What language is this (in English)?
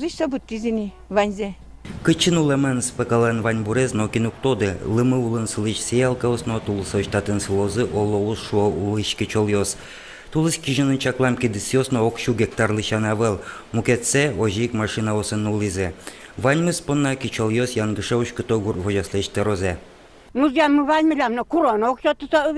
Udmurt